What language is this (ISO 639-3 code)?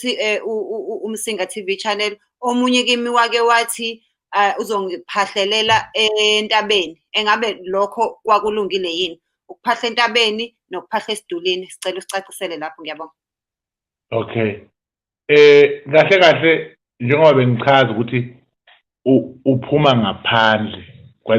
zul